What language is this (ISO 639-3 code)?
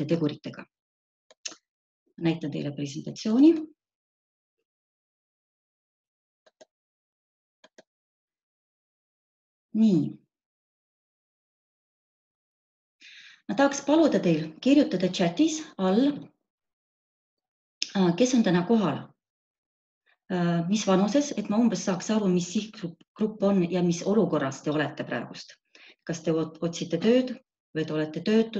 est